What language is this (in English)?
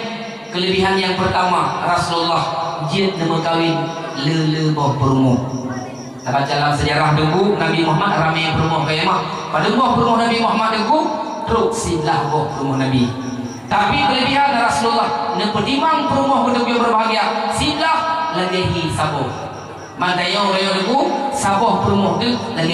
Achinese